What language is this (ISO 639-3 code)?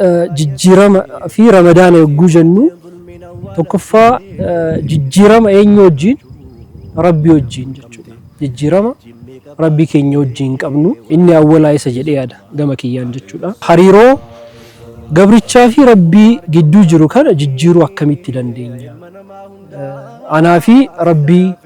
orm